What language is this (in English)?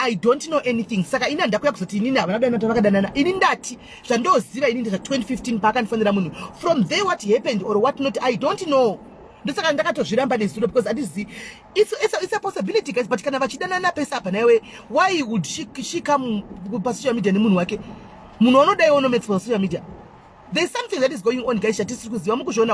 Shona